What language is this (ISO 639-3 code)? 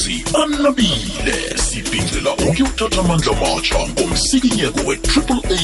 nbl